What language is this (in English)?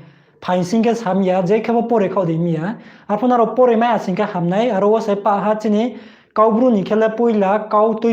Riang (India)